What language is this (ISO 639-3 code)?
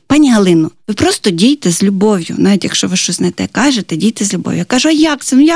ukr